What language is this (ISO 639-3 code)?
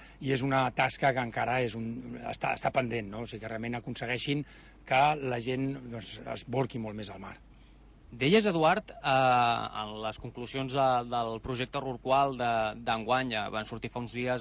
cat